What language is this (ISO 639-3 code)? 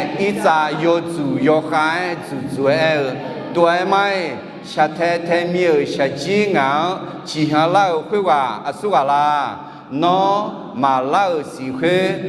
ahk